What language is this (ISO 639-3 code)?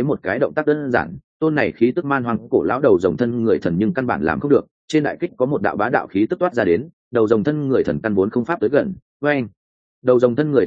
vie